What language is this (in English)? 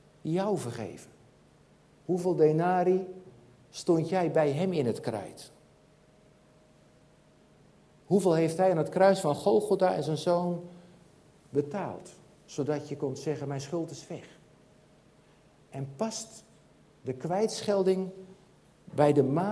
Dutch